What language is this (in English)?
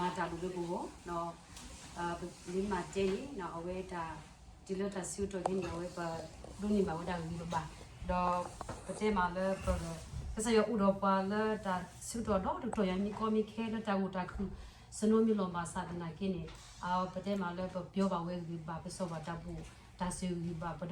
S'gaw Karen